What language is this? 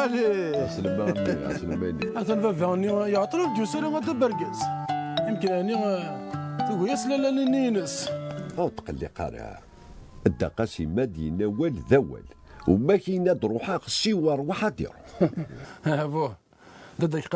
Kabyle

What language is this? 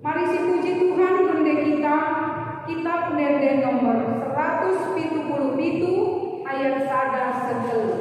Batak Karo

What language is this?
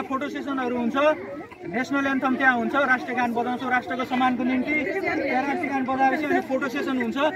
Nepali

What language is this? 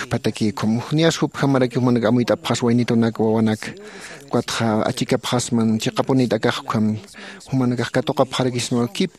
Aymara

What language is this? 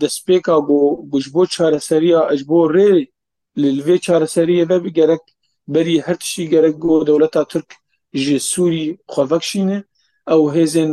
Kurdish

